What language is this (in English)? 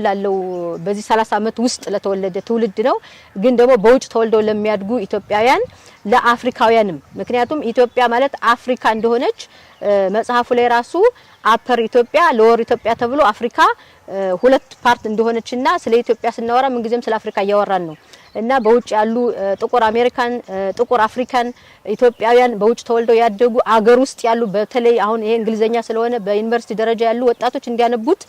Amharic